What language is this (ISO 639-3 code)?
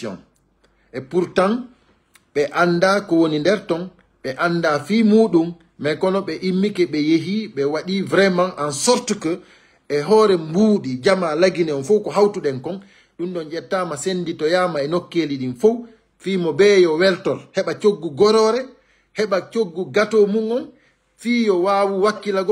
ful